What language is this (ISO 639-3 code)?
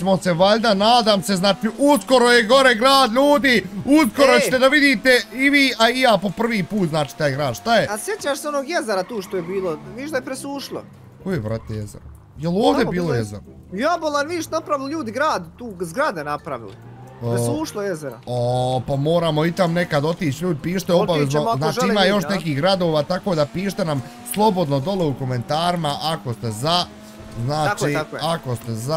bos